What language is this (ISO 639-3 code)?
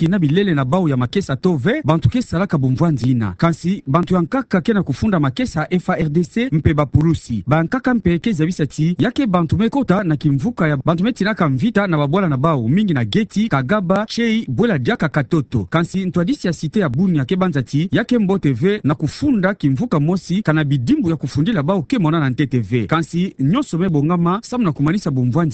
ktu